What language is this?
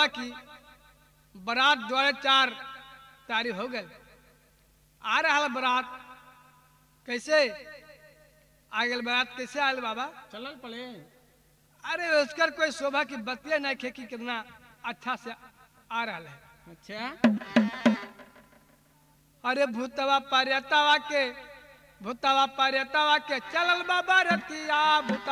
Bhojpuri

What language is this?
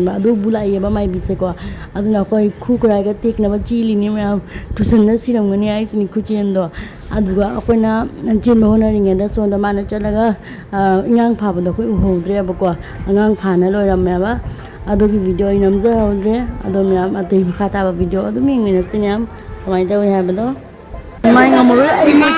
Manipuri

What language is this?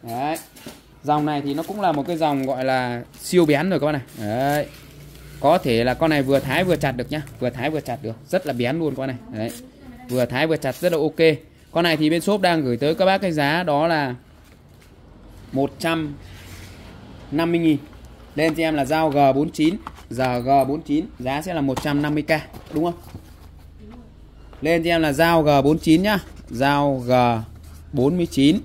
Vietnamese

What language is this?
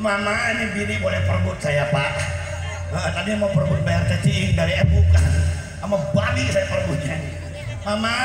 Betawi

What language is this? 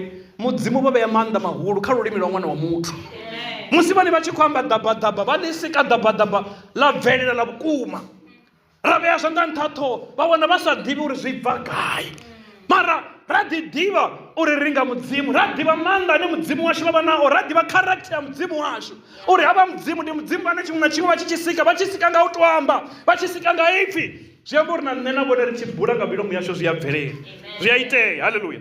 Venda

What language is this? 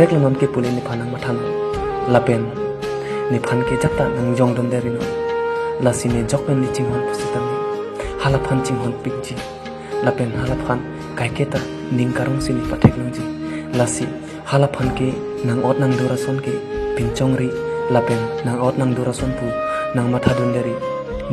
Karbi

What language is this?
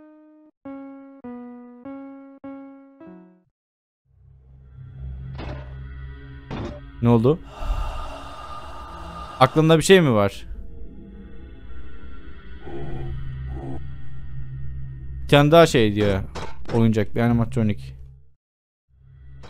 Turkish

